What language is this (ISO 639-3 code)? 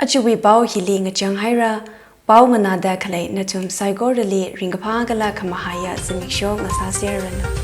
nmf